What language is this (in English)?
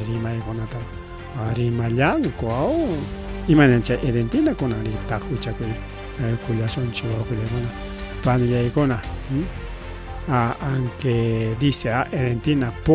Ayacucho Quechua